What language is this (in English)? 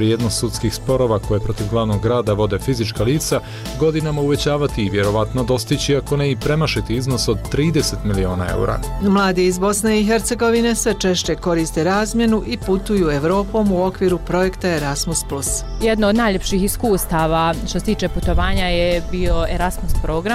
Bosnian